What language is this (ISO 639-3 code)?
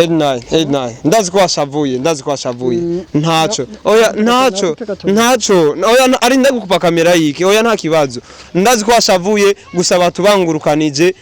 run